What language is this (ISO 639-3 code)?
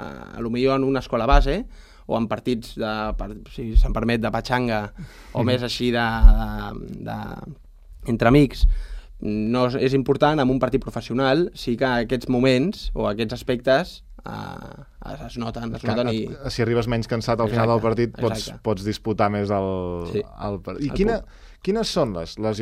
cat